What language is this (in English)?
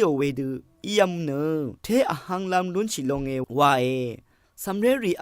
Rawang